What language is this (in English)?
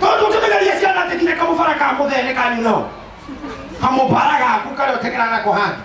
Kikuyu